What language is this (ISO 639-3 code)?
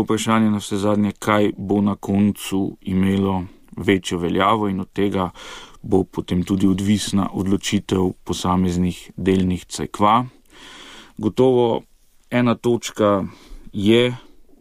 slv